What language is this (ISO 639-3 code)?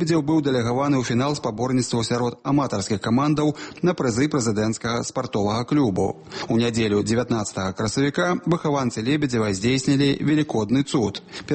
bel